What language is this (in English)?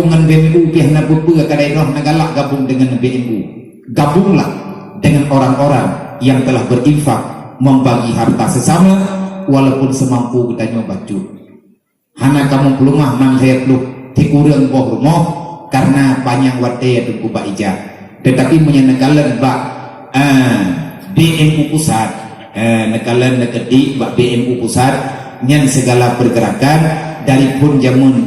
Achinese